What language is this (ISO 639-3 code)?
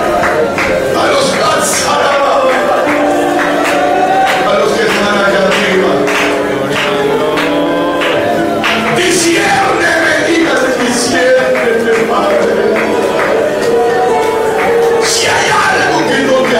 spa